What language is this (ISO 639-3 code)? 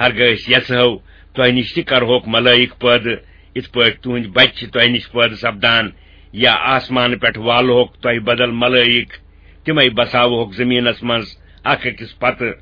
kas